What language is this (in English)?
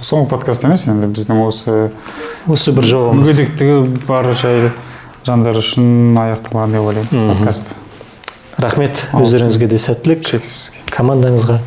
Kazakh